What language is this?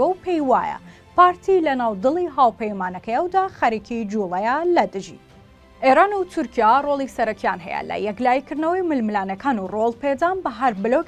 Central Kurdish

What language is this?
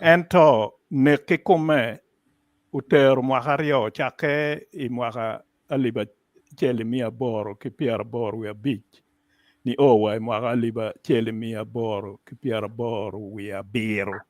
Acoli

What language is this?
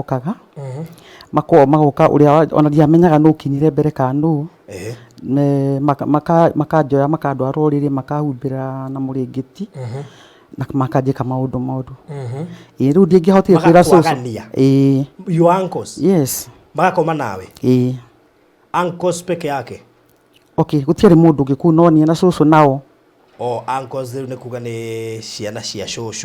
Kikuyu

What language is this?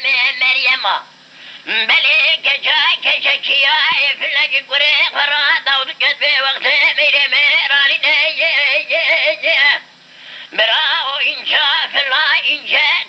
Kurdish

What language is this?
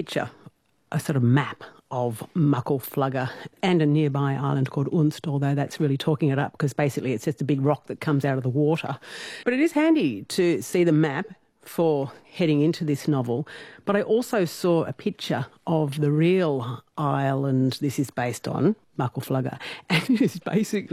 English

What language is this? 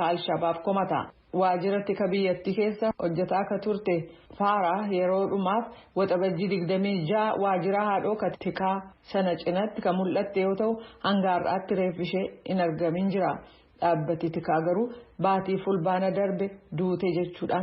Oromo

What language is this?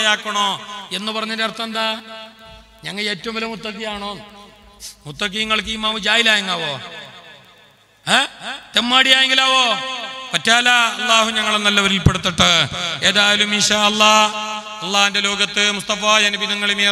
Malayalam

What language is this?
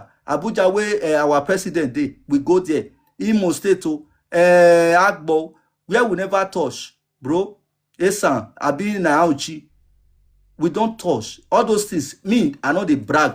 Nigerian Pidgin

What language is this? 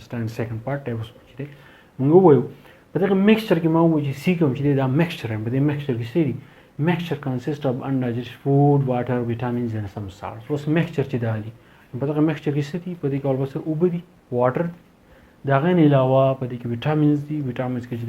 Pashto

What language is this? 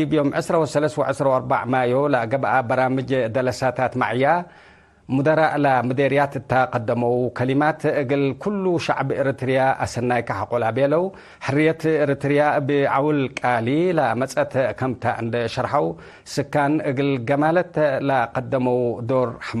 Tigre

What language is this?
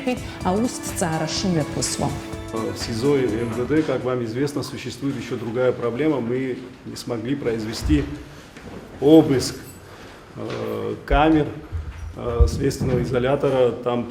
Abkhazian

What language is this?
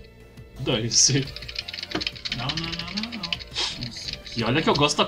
Portuguese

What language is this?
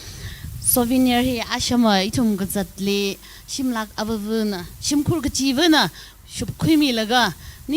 Tangkhul Naga (India)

